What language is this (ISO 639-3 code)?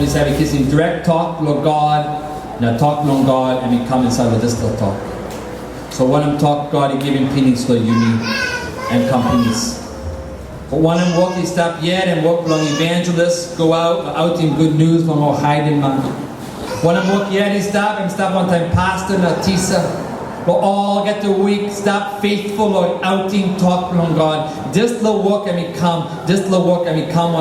tpi